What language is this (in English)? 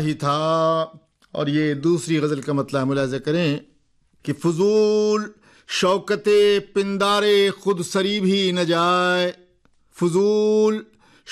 Urdu